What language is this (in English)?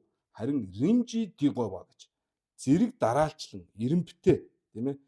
Mongolian